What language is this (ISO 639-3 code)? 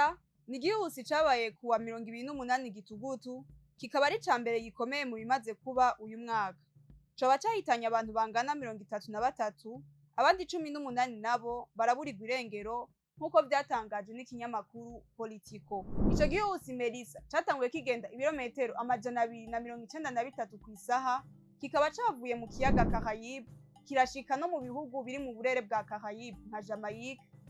run